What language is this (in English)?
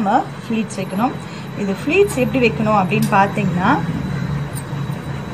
Tamil